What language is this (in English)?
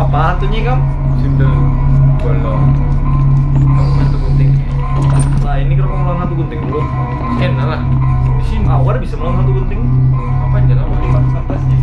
Banjar